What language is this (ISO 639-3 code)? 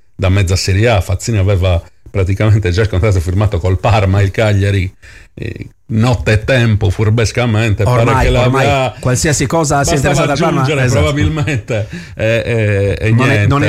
ita